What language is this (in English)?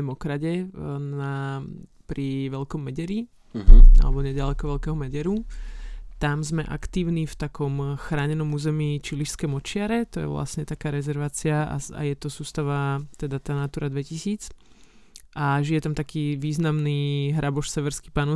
Slovak